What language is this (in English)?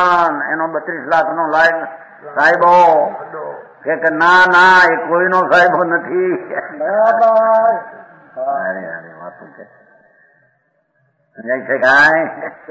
Gujarati